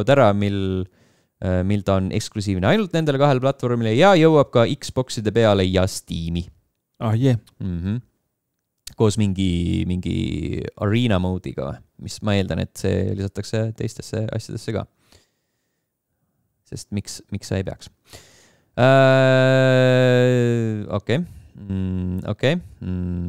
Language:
Estonian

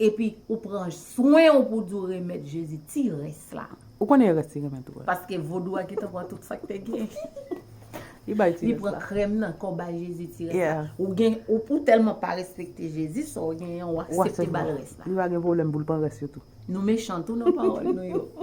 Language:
Haitian Creole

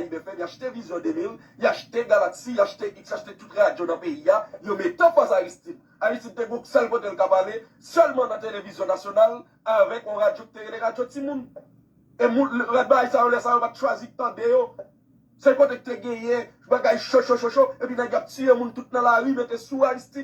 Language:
Haitian Creole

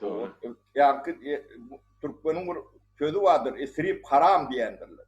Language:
Turkmen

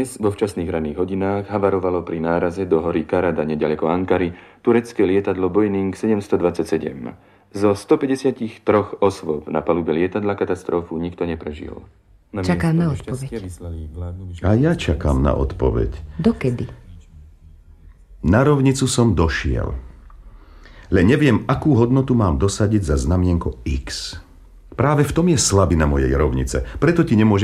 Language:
Slovak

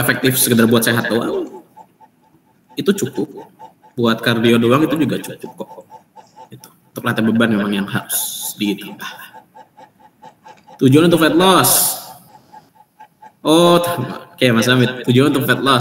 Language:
Indonesian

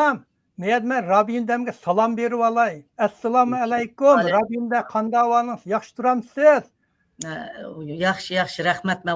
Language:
Uyghur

